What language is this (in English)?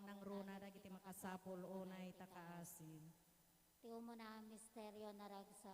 Iloko